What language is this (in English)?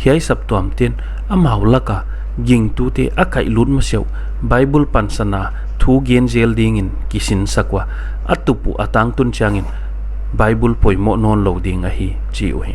Paite Chin